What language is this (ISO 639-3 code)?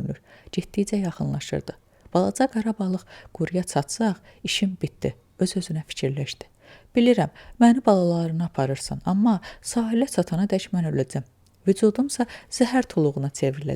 aze